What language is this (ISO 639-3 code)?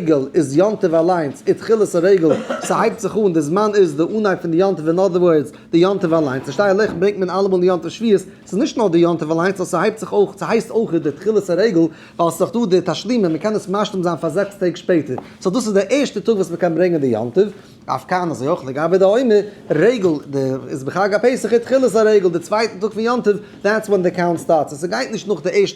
yid